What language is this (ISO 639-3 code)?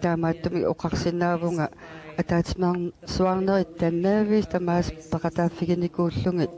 kal